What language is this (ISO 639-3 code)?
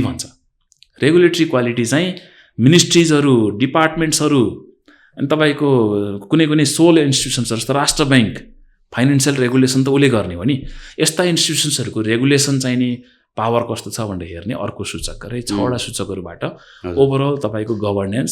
nep